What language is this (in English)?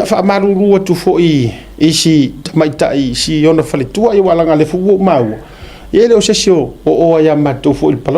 Samoan